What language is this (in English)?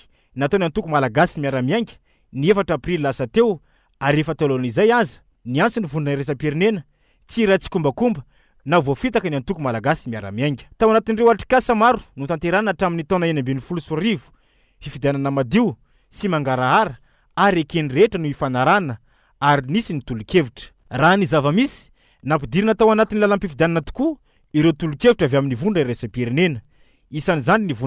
Malagasy